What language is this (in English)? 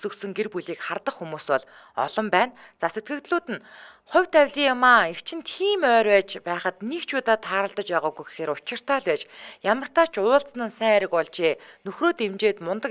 Mongolian